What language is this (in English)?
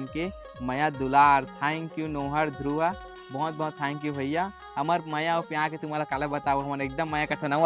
Chhattisgarhi